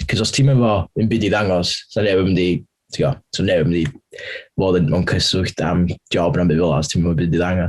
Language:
Welsh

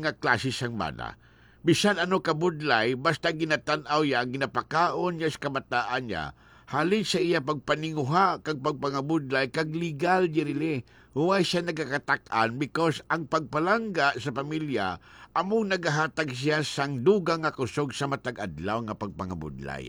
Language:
Hiligaynon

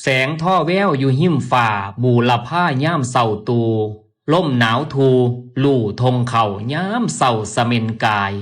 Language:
Northeastern Thai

